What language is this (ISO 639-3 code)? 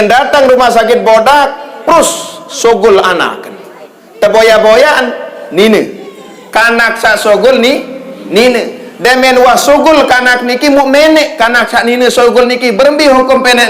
sas